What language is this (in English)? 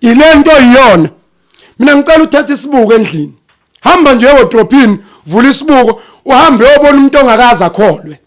Zulu